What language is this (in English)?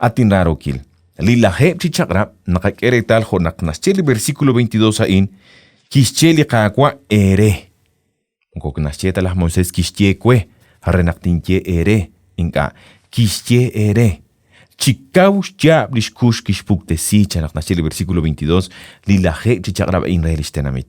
Kekchí